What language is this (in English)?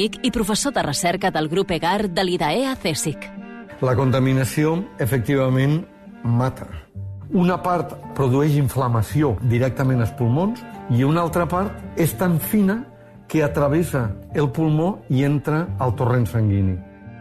Catalan